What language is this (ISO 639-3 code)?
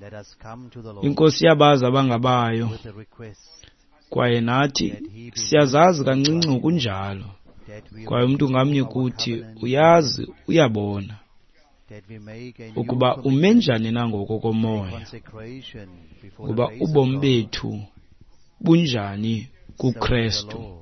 xho